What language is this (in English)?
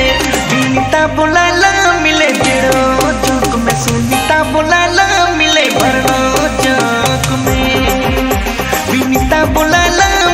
Sadri